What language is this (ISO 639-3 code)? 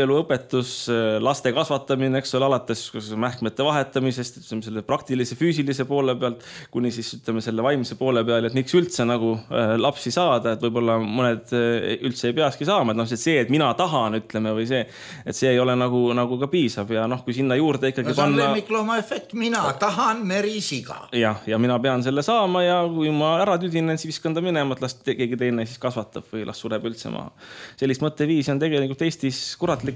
est